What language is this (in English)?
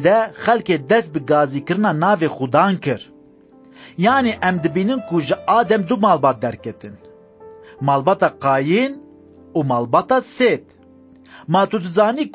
Kurdish